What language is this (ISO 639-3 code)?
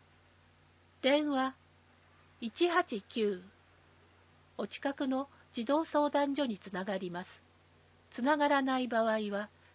jpn